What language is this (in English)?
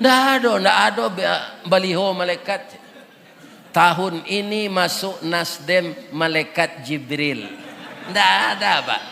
Minangkabau